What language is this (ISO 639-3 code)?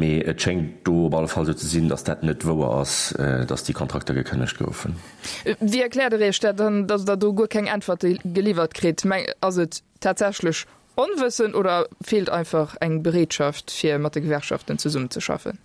ltz